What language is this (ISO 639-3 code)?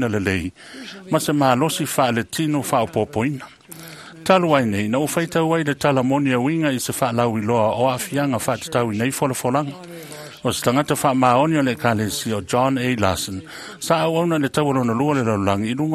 smo